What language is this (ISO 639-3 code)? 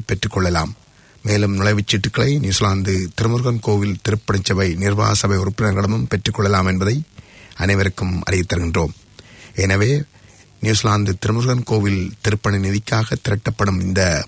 tam